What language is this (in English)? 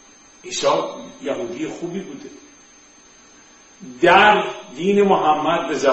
Persian